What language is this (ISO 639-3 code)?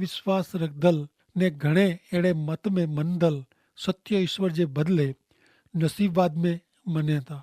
kfr